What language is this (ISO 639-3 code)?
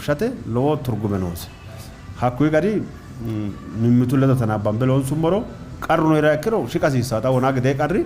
sid